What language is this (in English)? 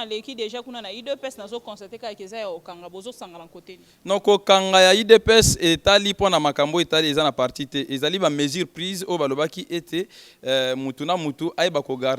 Lingala